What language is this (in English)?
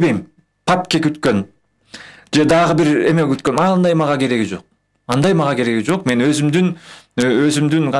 Kyrgyz